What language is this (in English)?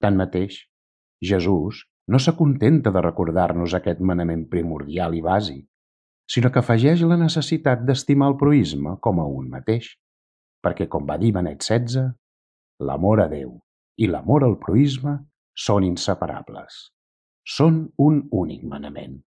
Catalan